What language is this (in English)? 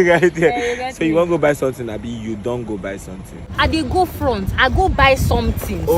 Nigerian Pidgin